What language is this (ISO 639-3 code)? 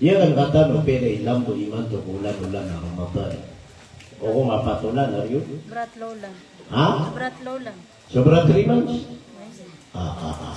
mrw